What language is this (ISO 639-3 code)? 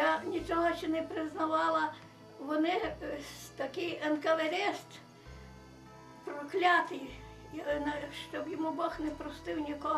ukr